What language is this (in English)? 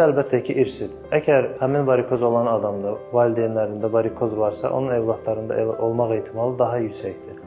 Azerbaijani